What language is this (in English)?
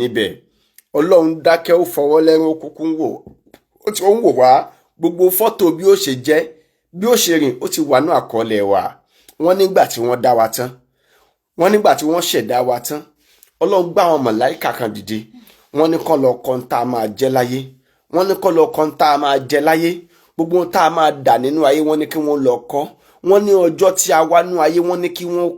Yoruba